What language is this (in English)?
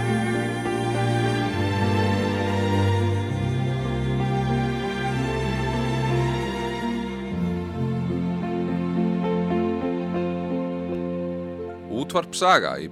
Icelandic